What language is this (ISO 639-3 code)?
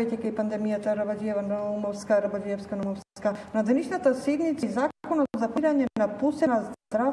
mkd